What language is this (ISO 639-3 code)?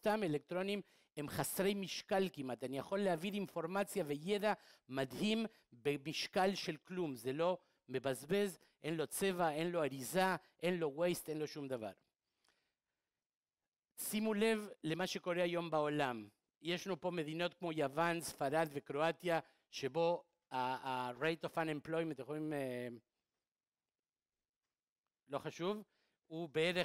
heb